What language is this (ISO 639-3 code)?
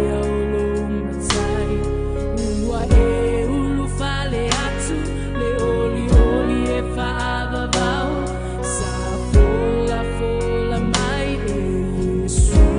smo